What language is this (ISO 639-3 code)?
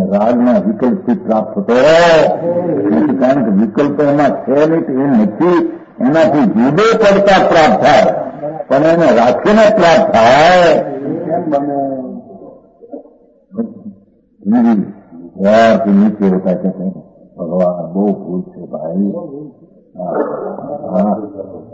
guj